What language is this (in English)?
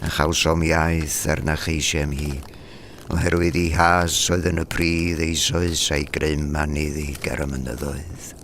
Welsh